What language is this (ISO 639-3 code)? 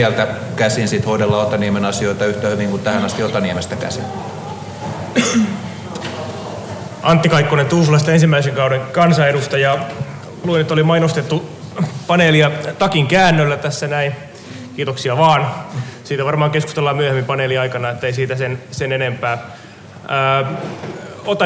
fin